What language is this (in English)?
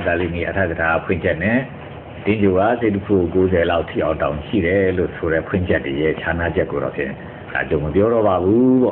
Burmese